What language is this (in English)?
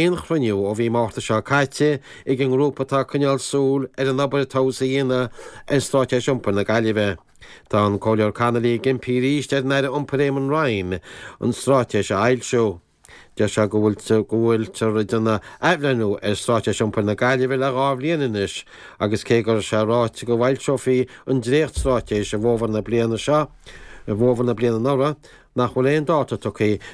Irish